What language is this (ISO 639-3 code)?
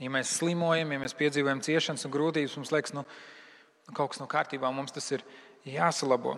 lav